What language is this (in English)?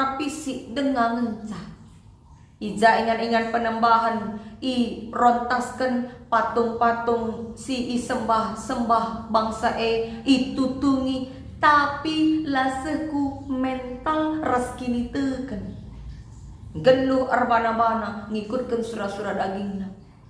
Batak Karo